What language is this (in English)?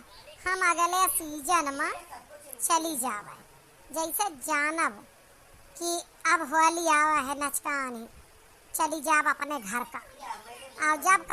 Awadhi